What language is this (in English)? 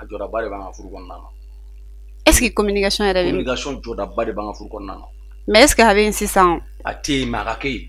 Bambara